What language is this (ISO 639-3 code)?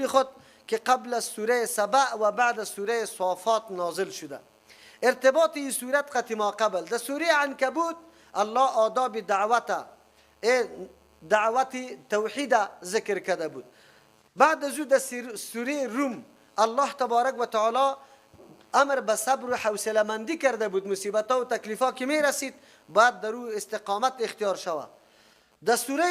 fas